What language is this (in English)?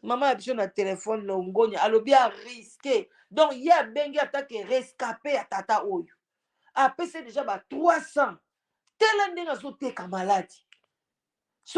Lingala